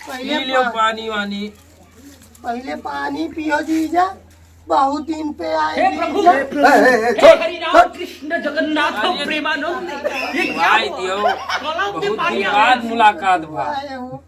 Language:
Awadhi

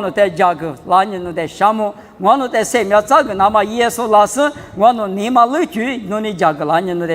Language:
Lisu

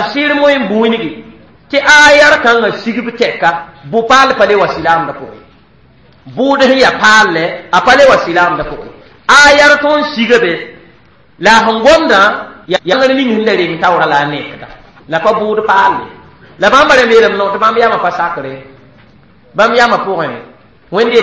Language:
Mossi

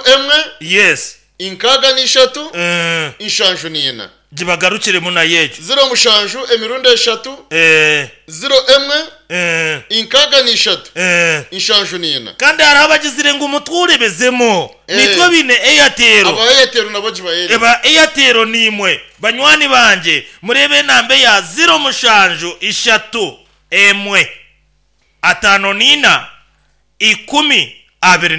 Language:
Nyankole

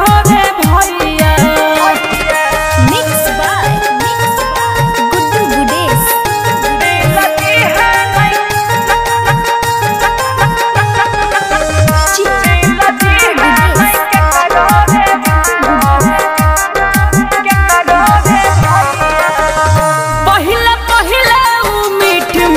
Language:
Bhojpuri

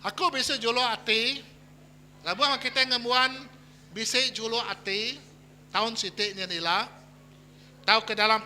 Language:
Iban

